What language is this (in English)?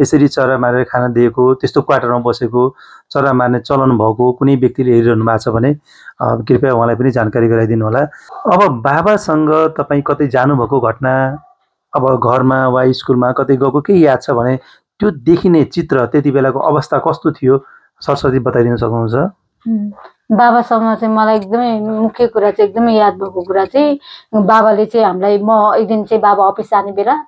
Nepali